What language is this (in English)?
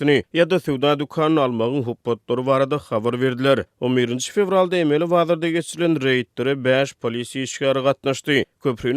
Turkmen